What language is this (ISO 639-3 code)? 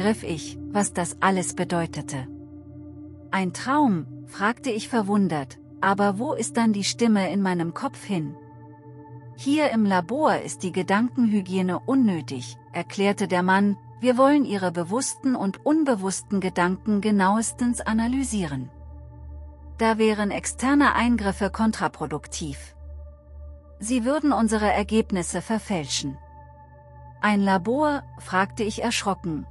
deu